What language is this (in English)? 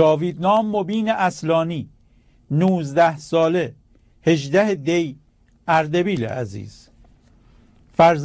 Persian